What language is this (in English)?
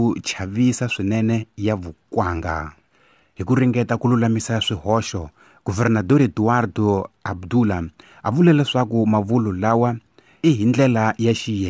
Tsonga